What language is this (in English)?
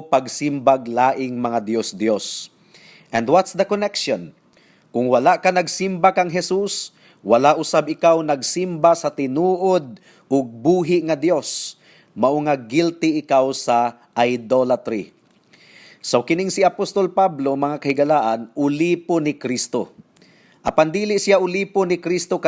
Cebuano